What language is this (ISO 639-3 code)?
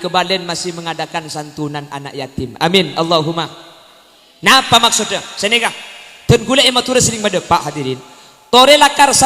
mad